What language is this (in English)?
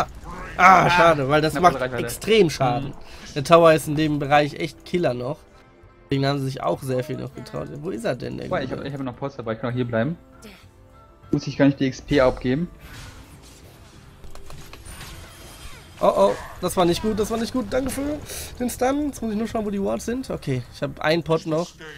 German